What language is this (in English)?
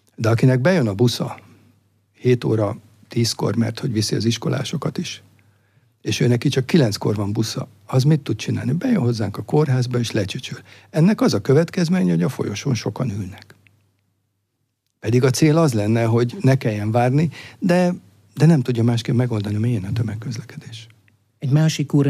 Hungarian